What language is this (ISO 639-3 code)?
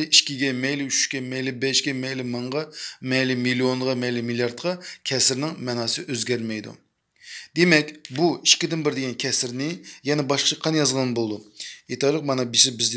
uig